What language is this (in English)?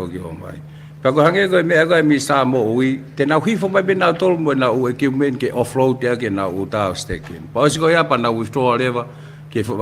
Tongan